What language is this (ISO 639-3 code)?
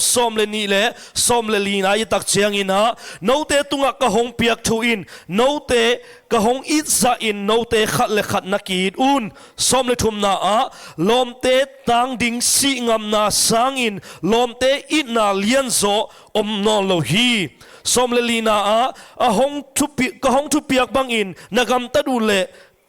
ctd